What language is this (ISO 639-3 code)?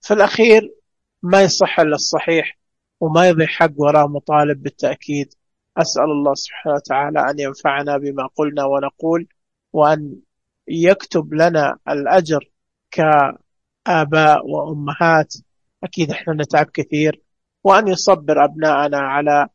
ars